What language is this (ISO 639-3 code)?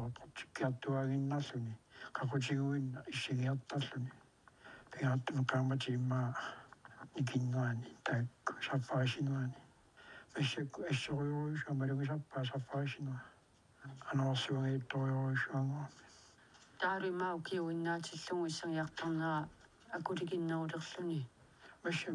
kal